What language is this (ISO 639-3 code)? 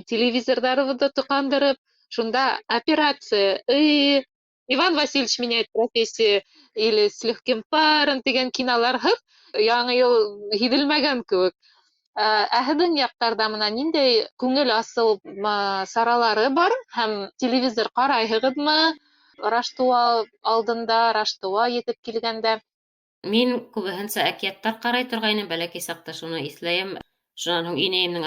bak